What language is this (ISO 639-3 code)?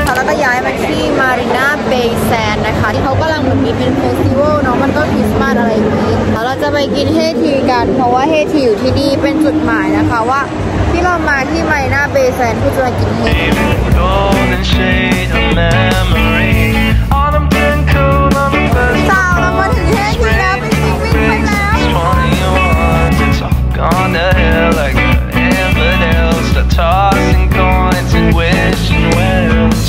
tha